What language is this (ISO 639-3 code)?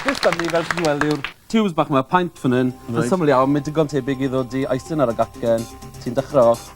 cym